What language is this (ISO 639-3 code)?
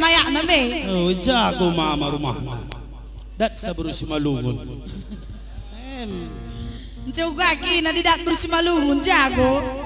btx